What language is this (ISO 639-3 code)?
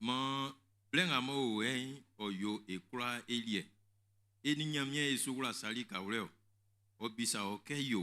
bci